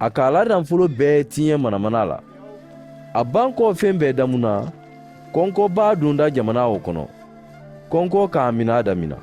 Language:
Mandingo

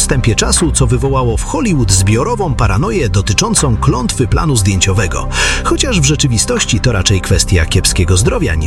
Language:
Polish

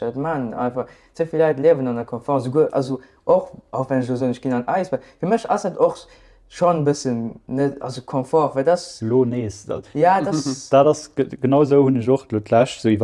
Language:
Luxembourgish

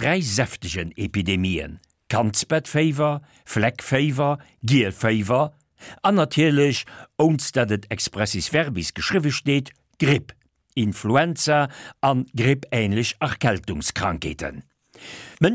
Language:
Luxembourgish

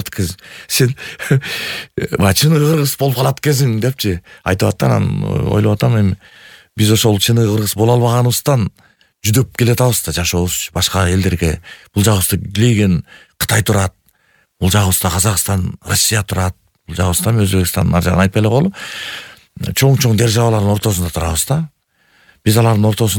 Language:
Kyrgyz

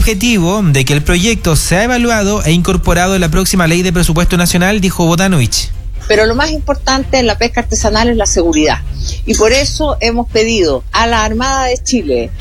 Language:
Spanish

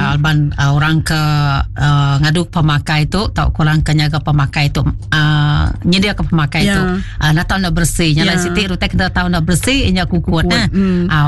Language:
Iban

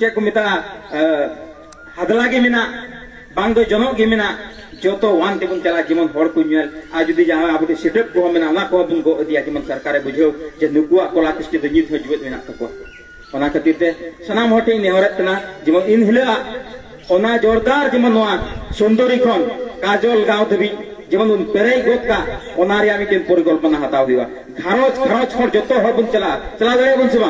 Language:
Santali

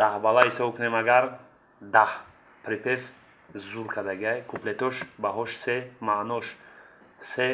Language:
Tajik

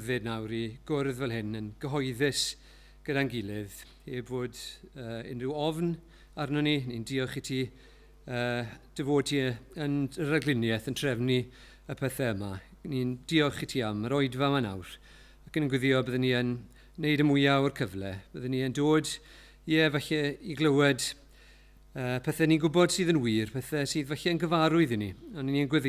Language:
Welsh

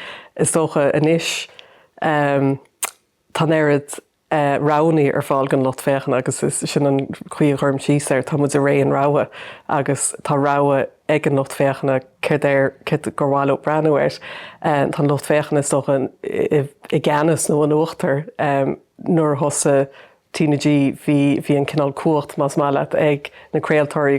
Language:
Irish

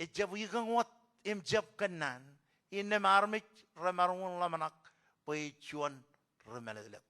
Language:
Marshallese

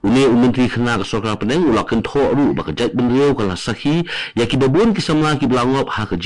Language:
Khasi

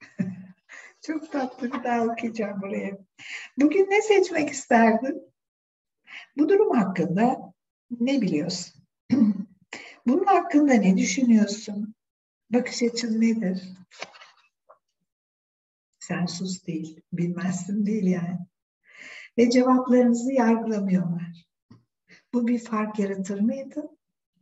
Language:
Turkish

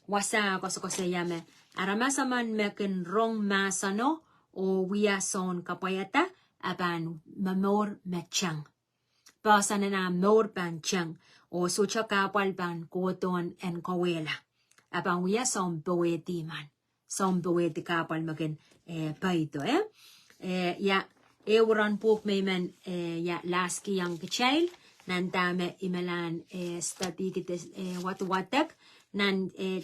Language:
Pohnpeian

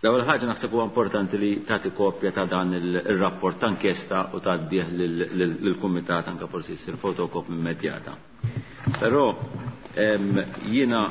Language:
Maltese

